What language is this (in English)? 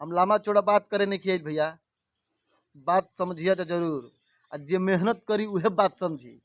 Bhojpuri